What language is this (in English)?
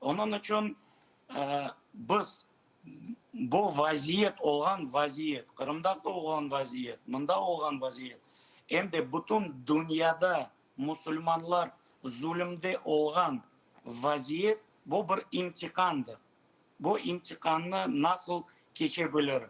Crimean Tatar